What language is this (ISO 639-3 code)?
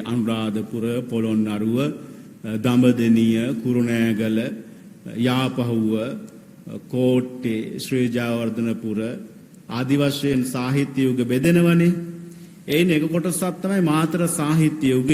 sin